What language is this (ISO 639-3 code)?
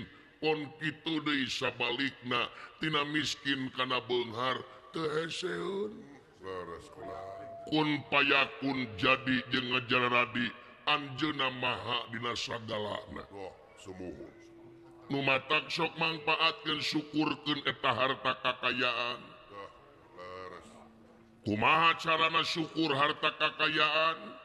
sun